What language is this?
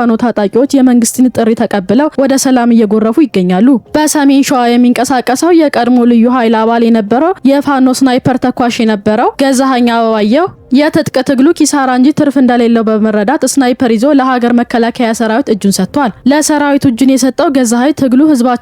Amharic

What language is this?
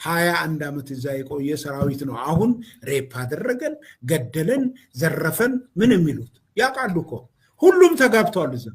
Amharic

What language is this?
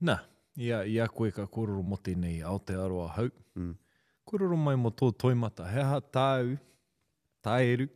Māori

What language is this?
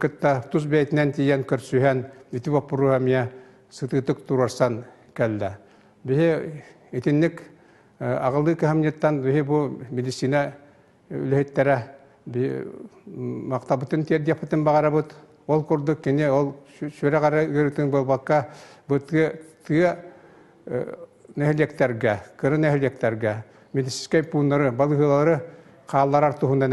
Yakut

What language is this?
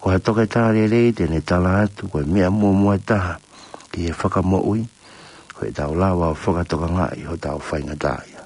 Tongan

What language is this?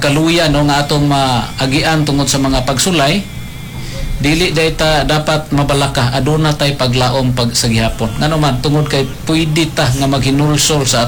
Cebuano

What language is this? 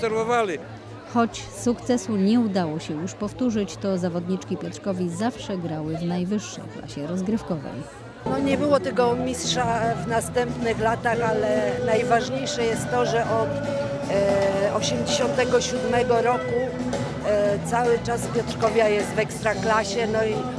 Polish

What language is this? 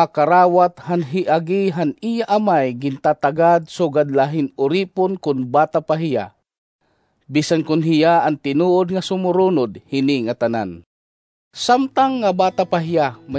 Waray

